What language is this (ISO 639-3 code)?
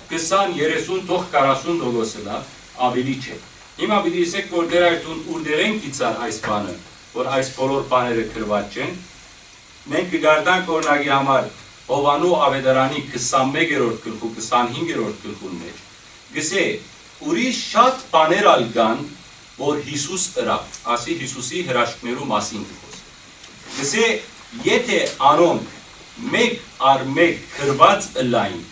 hyw